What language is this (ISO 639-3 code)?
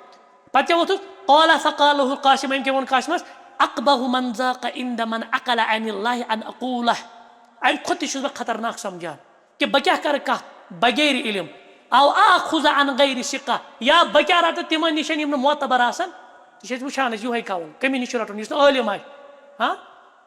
kas